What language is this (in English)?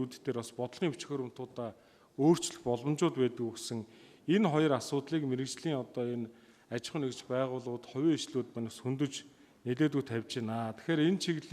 Mongolian